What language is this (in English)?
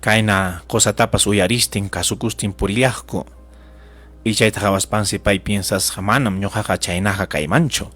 Ayacucho Quechua